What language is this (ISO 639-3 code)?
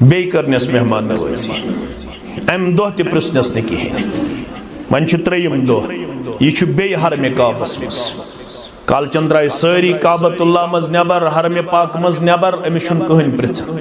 kas